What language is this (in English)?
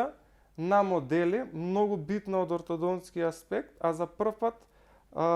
Macedonian